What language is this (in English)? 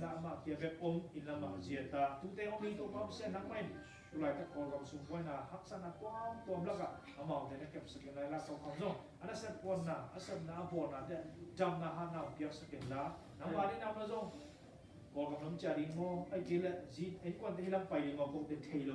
Tedim Chin